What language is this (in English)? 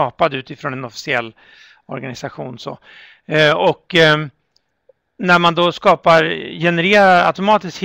Swedish